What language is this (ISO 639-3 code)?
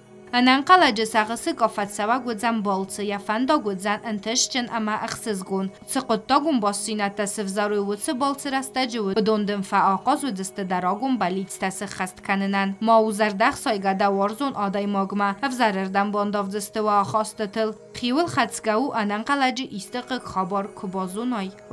oss